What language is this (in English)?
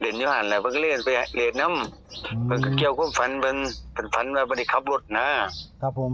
Northeastern Thai